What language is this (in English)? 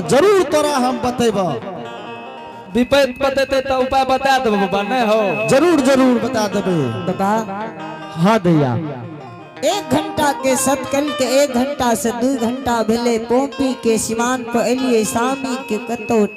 Angika